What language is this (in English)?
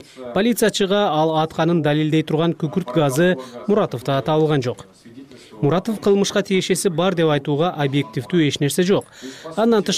Kyrgyz